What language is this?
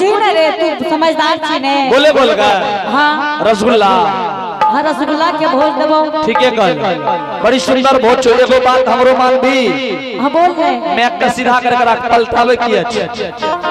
Angika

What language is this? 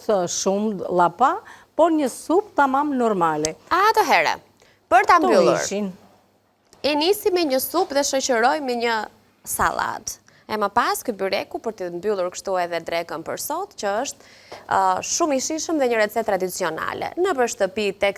Albanian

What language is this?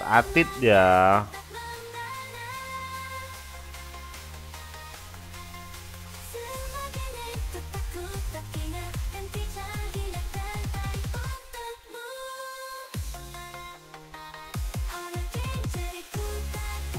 Indonesian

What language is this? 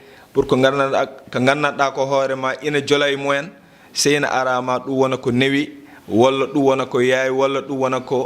Fula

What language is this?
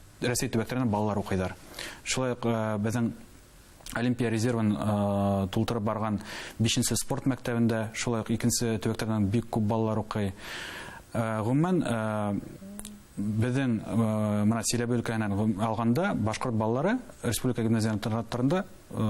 Bashkir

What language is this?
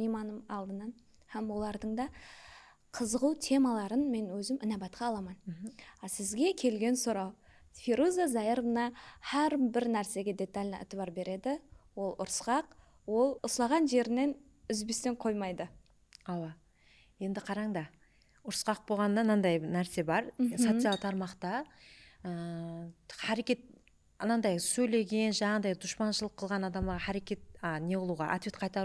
Kara-Kalpak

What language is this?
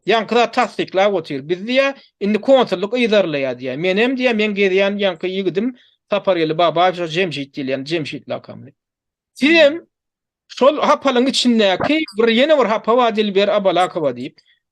Turkmen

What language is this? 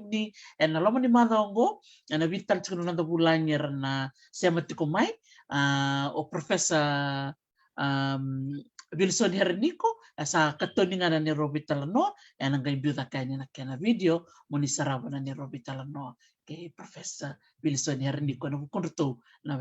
Fijian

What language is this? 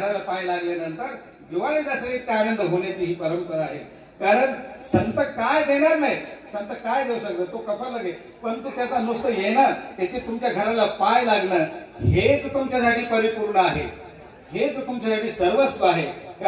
Marathi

